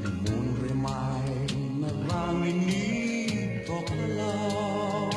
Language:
Fijian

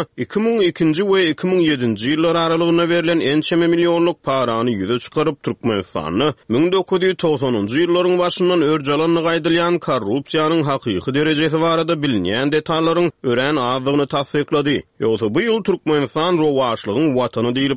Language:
Turkmen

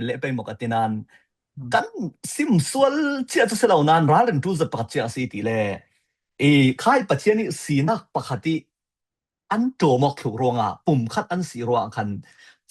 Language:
Falam Chin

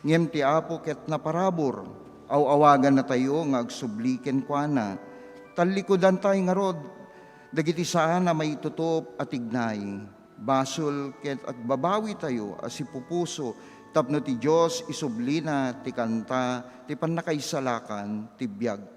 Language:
Iloko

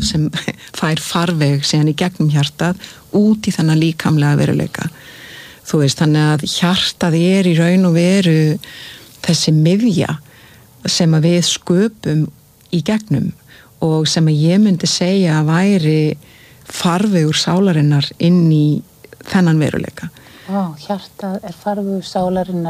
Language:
Icelandic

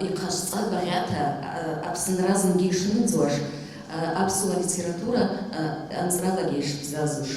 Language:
Abkhazian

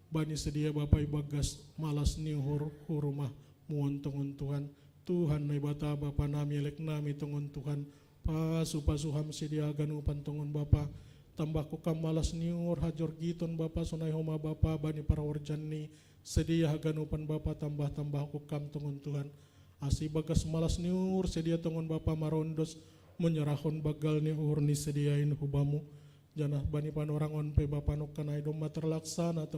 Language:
Batak Simalungun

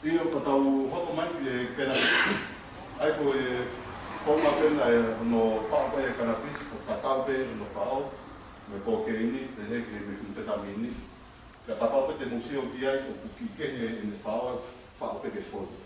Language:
Tongan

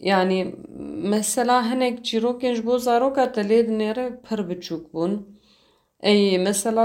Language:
Kurdish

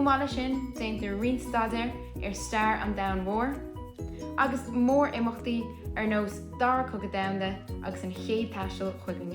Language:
Irish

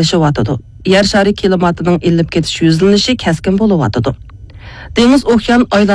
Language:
Uyghur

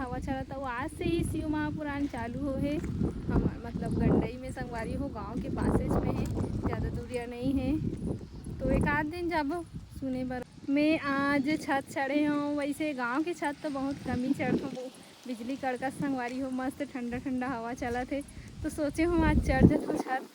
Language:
Chhattisgarhi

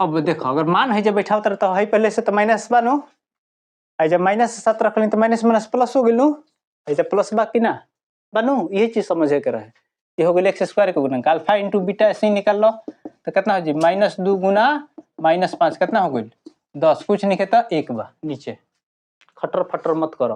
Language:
Bhojpuri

